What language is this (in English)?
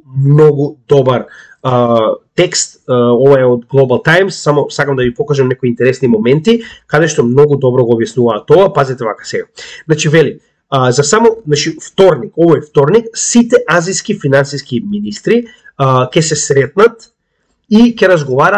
Macedonian